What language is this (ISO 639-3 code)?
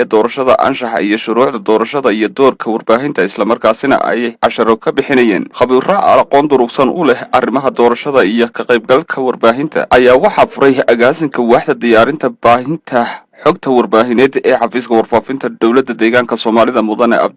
som